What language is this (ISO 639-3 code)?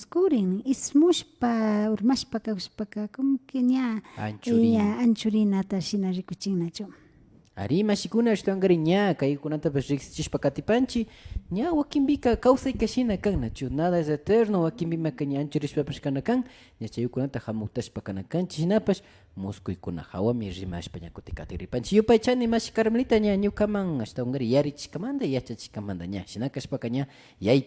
qvi